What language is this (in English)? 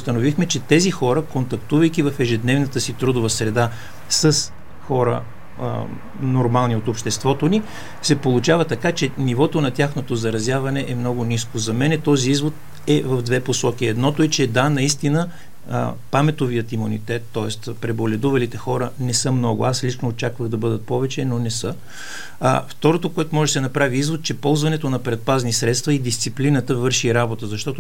Bulgarian